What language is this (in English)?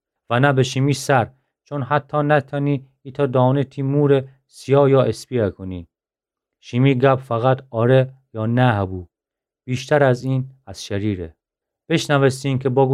Gilaki